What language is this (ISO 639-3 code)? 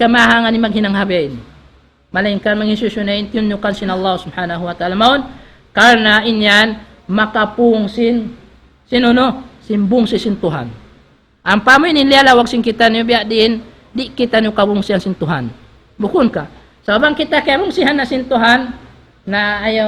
tsg